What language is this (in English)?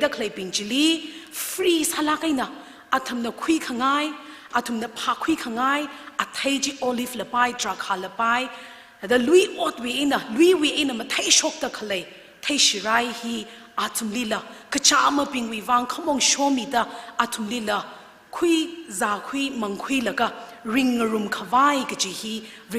Tangkhul Naga (India)